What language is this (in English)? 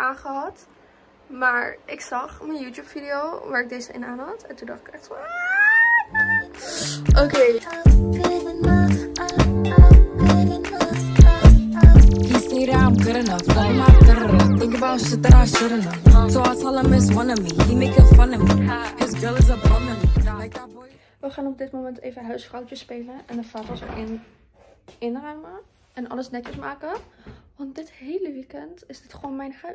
Dutch